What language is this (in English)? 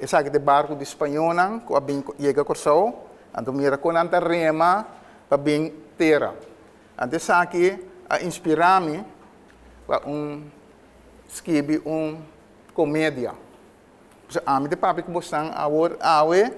Papiamento